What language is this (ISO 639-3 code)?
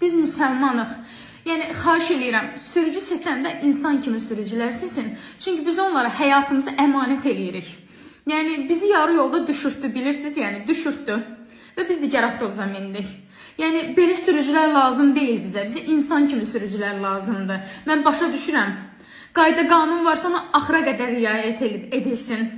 aze